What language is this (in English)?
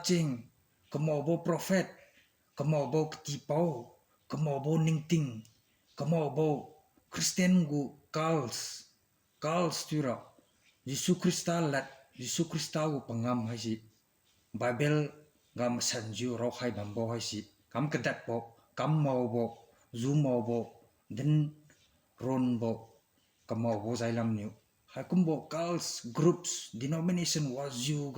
Liangmai Naga